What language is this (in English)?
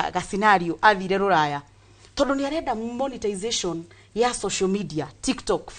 Kikuyu